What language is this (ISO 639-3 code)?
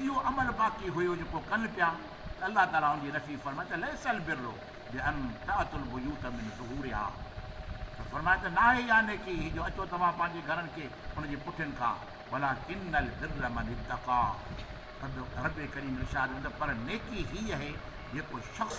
snd